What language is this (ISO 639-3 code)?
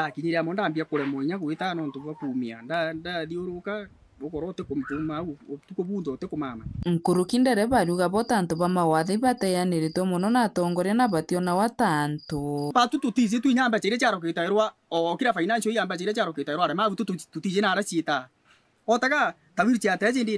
mer